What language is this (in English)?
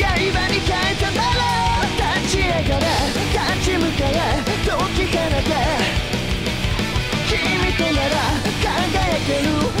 Japanese